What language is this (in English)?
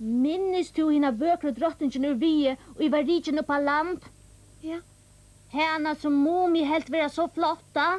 Faroese